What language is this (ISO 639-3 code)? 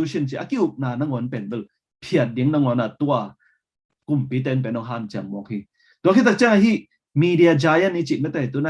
ctd